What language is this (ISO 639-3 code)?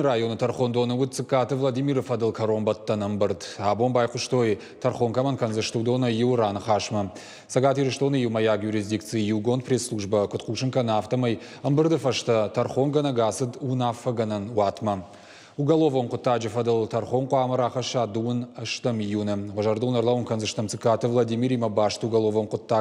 oss